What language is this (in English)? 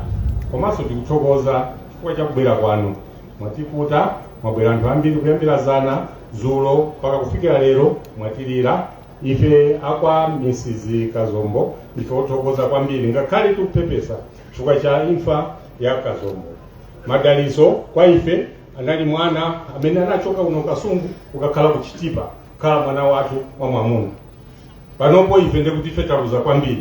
Nyanja